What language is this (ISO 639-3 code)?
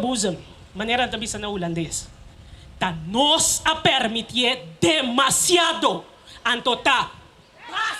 pap